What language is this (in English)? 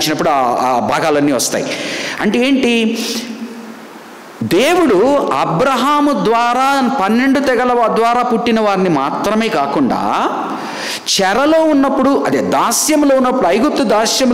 Telugu